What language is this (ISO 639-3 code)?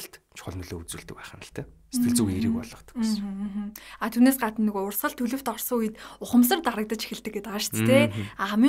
mon